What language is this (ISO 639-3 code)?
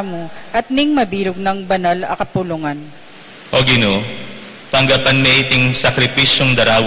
pam